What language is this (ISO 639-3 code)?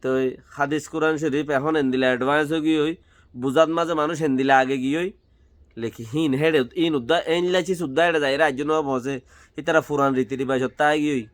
rhg